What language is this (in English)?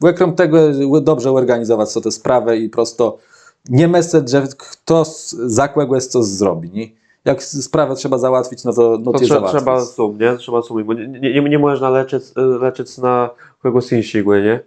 Kashubian